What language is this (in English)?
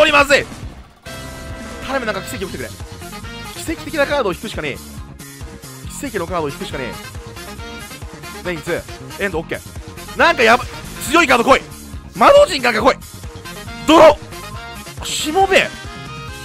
Japanese